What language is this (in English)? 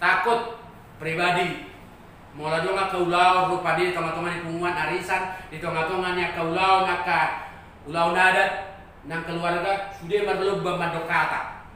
Batak Toba